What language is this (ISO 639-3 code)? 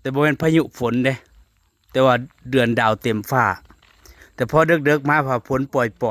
tts